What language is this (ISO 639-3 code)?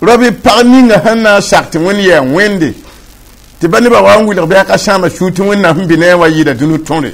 mos